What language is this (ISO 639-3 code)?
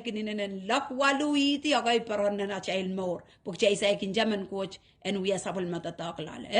pon